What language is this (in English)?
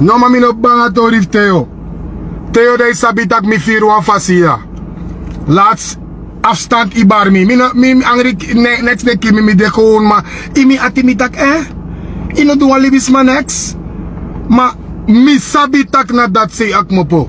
Sranan Tongo